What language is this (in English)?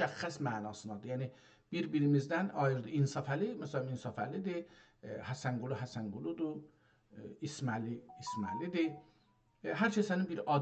South Azerbaijani